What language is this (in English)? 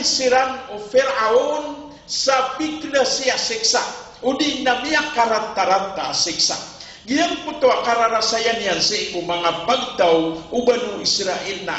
Maranao